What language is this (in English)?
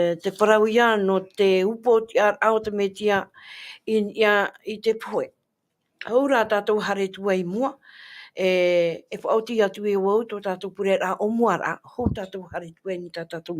Tahitian